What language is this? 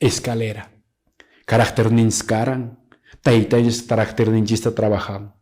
Quechua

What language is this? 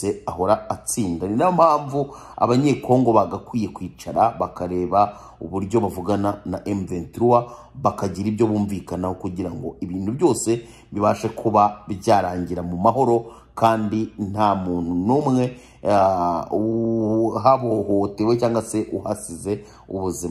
Kinyarwanda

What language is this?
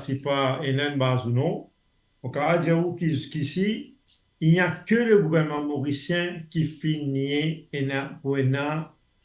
Morisyen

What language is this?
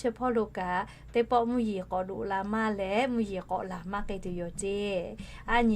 Lahu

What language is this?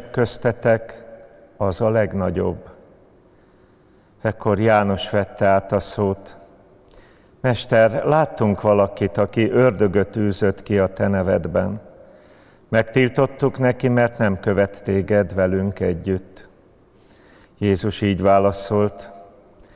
Hungarian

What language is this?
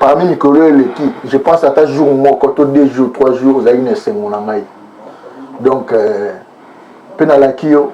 Lingala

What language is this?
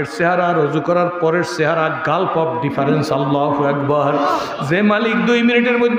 Bangla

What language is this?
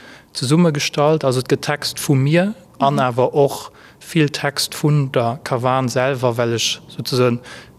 Luxembourgish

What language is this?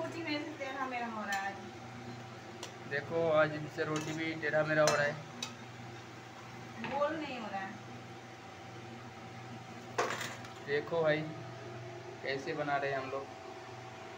Hindi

